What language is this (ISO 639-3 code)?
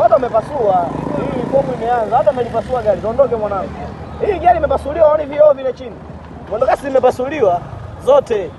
swa